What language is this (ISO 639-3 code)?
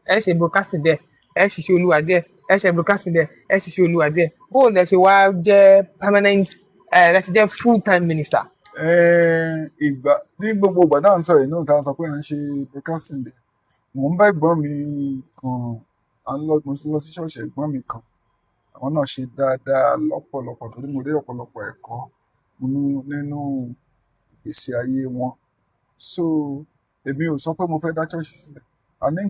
yor